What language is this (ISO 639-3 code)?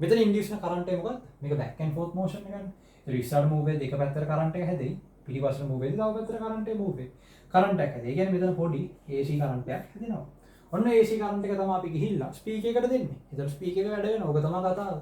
sin